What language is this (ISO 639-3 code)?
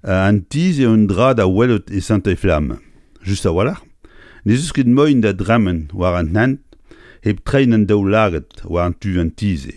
bre